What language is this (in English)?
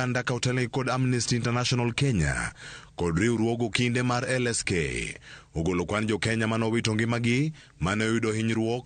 Luo (Kenya and Tanzania)